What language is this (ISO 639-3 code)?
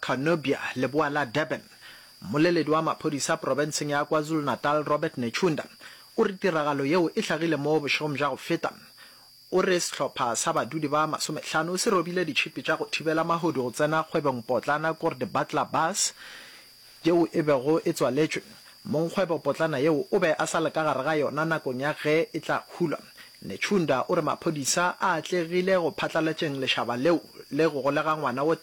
nso